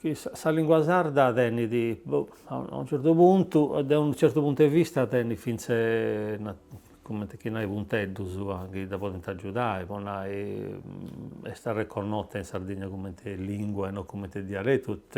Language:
Sardinian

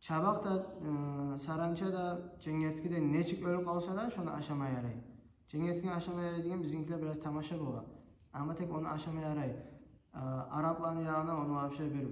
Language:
Kumyk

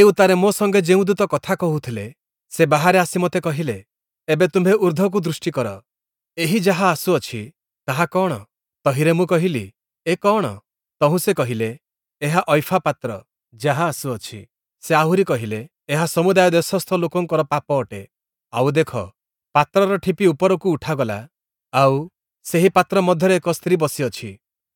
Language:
Odia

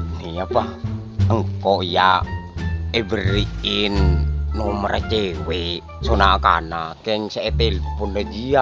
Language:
Madurese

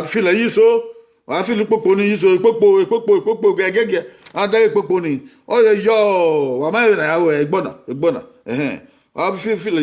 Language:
Bini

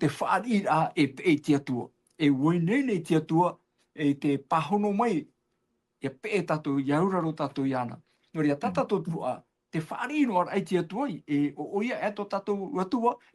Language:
Tahitian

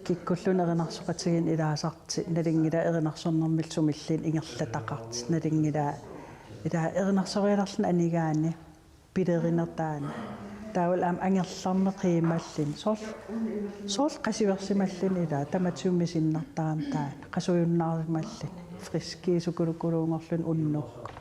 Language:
Kalaallisut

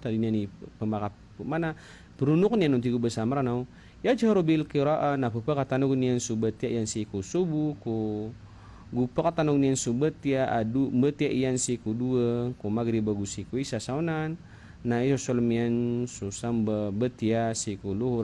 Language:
Maranao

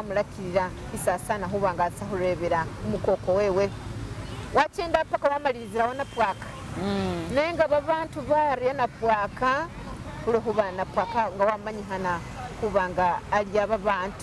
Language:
Masaaba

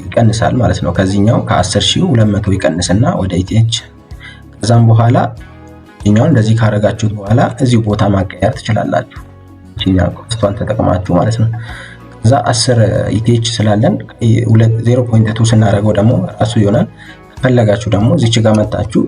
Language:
Amharic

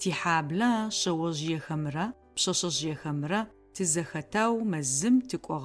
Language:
Adyghe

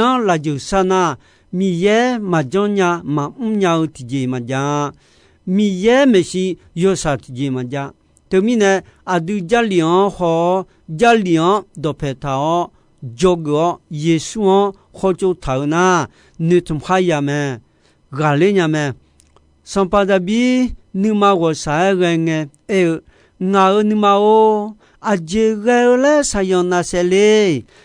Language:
Akha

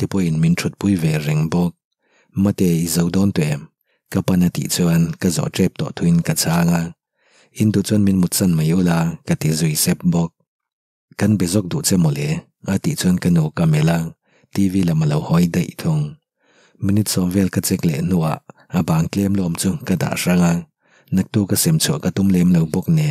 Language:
Mizo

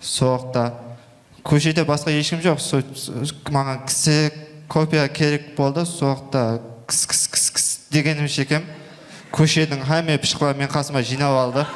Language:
Kara-Kalpak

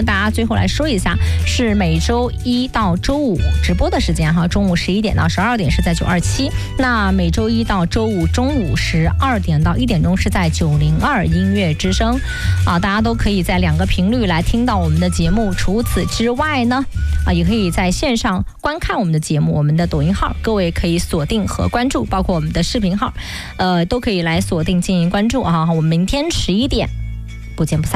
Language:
Chinese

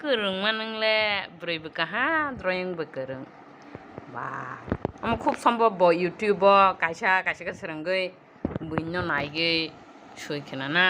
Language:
Kok Borok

